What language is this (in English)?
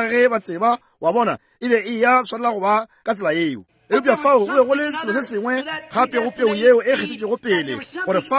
Northern Sotho